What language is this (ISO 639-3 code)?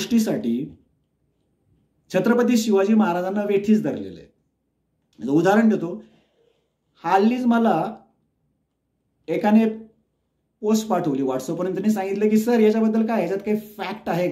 mar